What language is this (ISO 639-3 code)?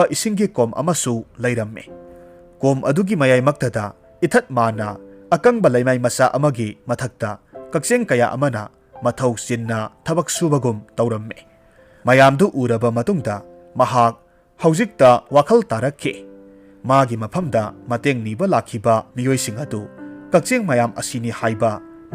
mni